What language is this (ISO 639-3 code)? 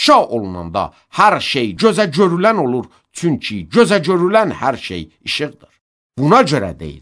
aze